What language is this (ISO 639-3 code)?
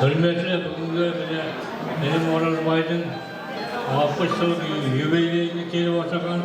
kaa